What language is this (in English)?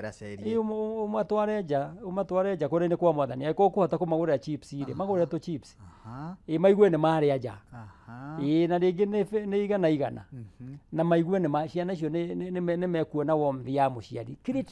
Kikuyu